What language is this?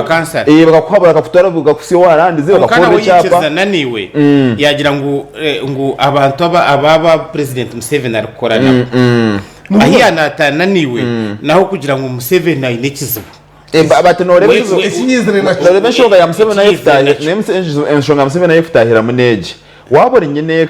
Nyankole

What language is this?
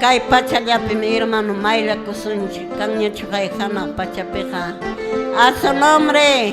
Quechua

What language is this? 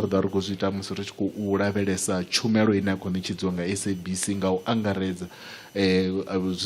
Venda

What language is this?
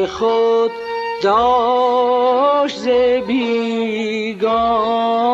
Gilaki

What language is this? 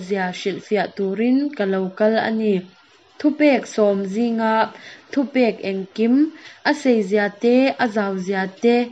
Mizo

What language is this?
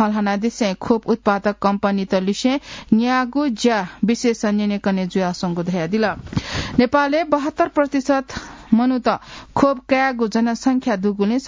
Newari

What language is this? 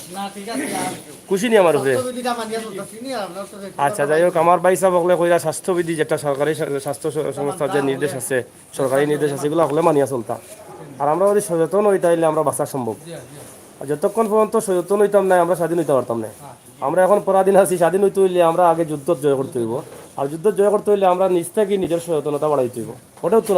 Sylheti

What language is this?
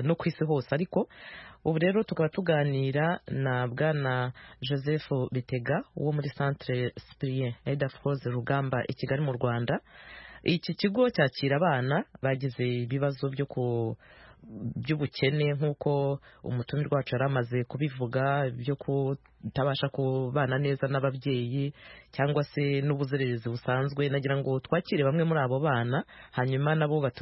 Kinyarwanda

